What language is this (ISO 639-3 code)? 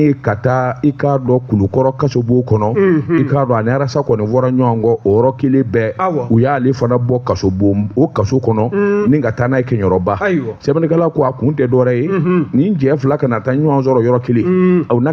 bam